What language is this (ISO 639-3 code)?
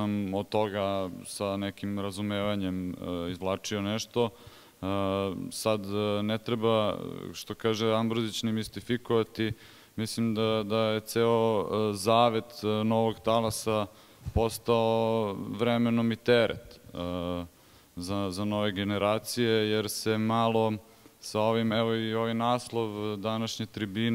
srp